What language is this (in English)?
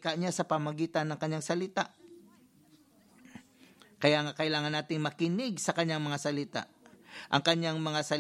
Filipino